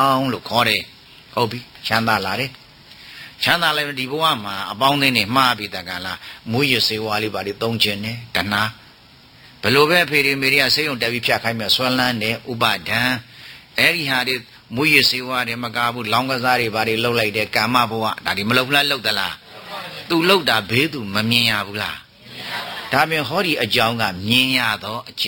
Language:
Burmese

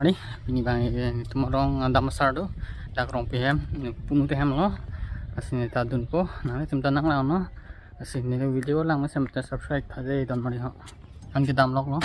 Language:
Karbi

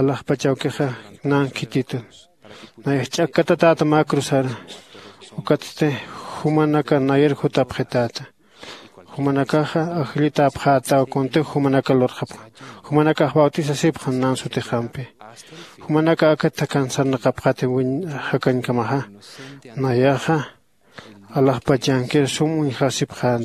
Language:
Aymara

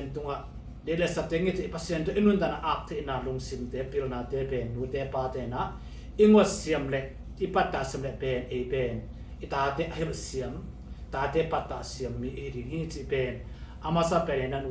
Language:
Tedim Chin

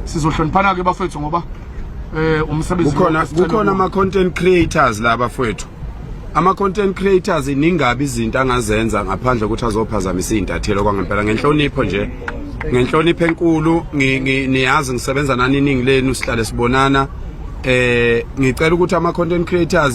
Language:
Zulu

